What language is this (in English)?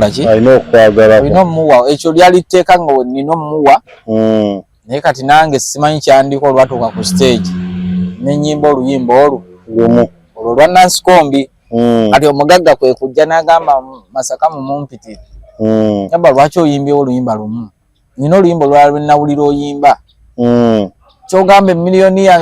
Ganda